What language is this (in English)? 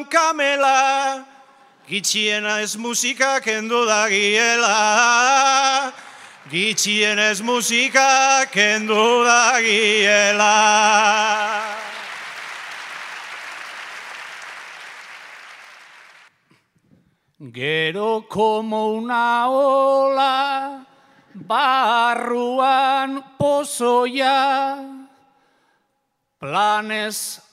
Basque